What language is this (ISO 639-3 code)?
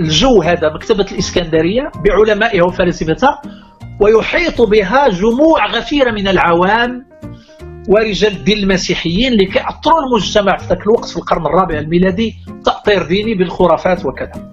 ary